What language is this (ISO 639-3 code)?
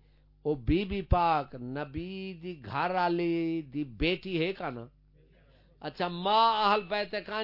skr